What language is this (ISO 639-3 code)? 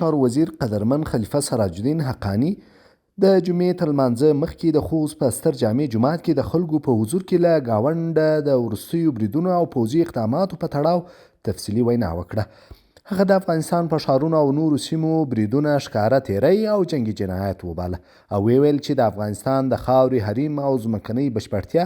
pus